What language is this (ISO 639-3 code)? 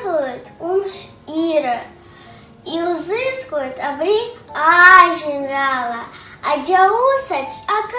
abk